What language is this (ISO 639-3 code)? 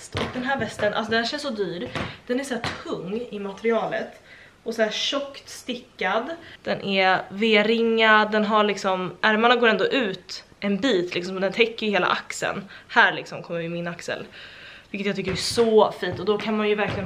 swe